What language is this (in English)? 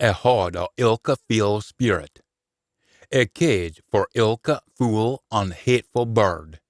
Scots